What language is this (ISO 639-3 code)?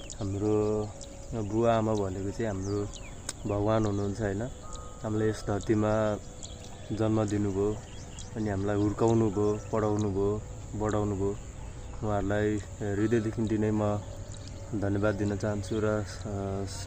nep